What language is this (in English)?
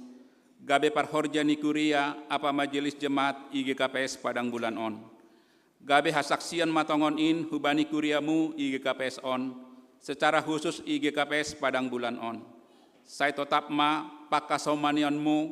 Batak Simalungun